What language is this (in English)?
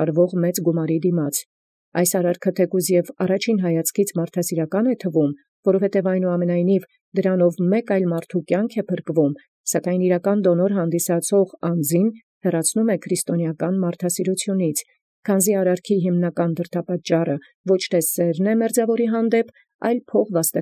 Armenian